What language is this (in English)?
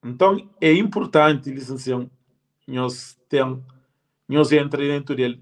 Kabuverdianu